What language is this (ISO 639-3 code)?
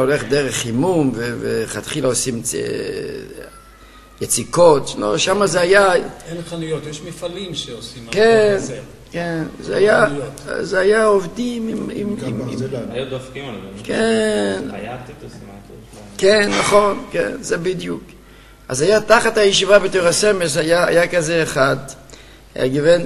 heb